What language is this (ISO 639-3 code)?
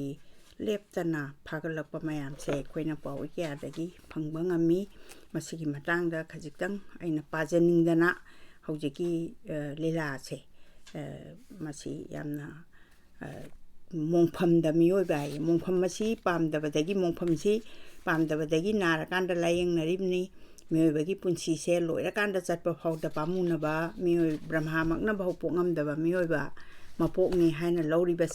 mni